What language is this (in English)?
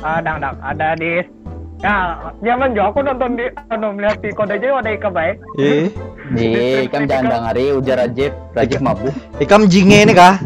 Banjar